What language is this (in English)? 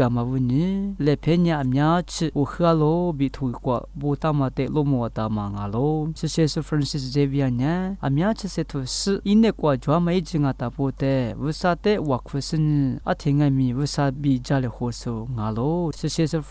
Lisu